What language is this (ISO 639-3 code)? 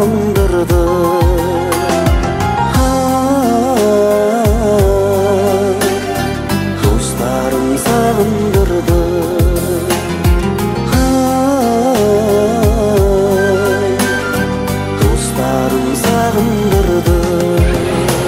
kaz